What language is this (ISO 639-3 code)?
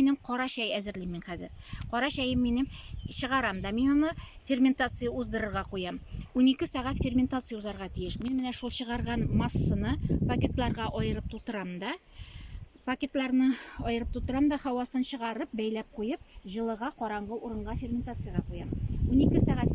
tat